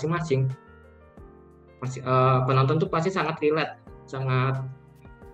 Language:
Indonesian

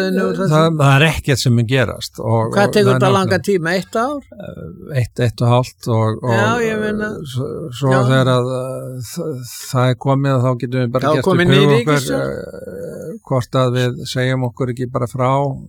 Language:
Icelandic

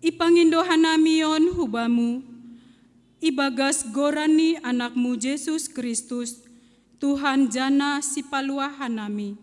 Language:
Batak Simalungun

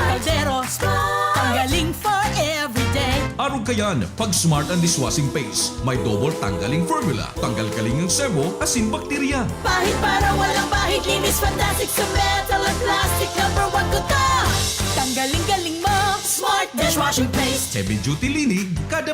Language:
Bikol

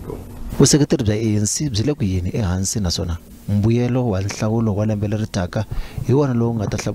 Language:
Tsonga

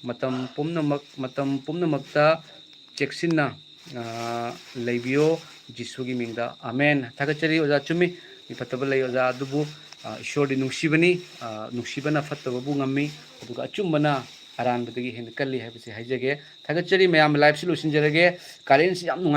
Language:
Manipuri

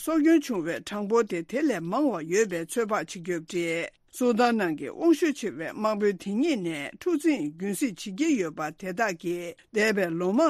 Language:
Tibetan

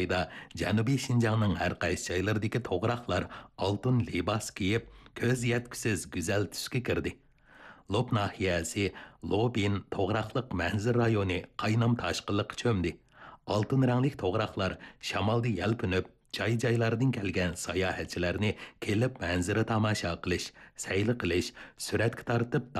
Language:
Uyghur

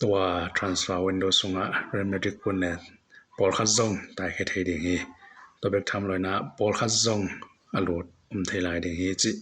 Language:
Tedim Chin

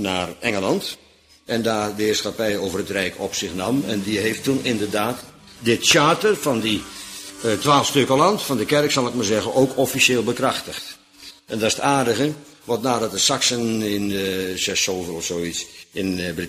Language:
Dutch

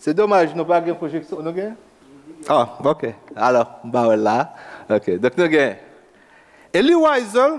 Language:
Haitian Creole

